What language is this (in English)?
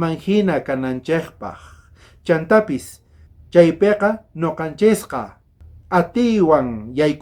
South Bolivian Quechua